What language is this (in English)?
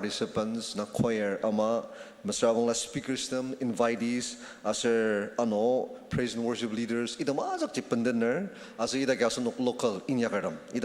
Ao Naga